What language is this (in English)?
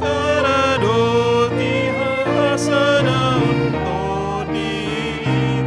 Batak Toba